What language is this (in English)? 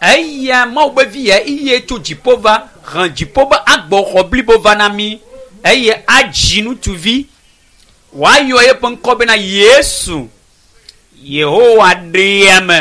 Ewe